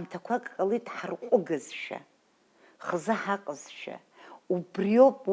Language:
Abkhazian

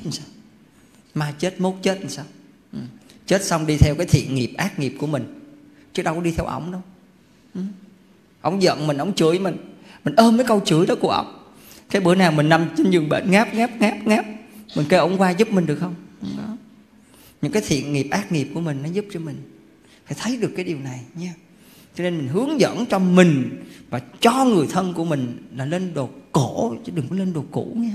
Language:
Vietnamese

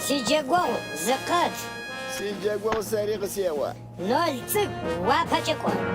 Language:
Adyghe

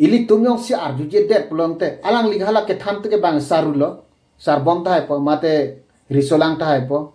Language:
Karbi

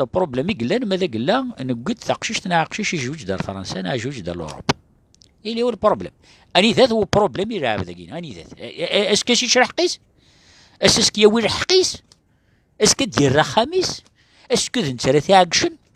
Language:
Kabyle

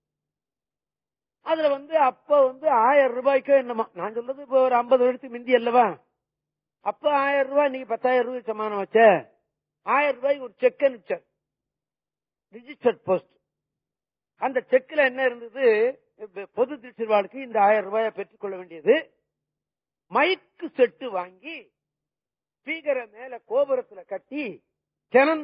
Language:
Tamil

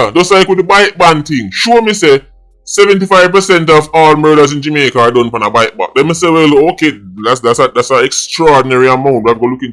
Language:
Jamaican Creole English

